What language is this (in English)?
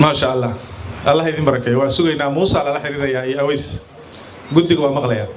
Somali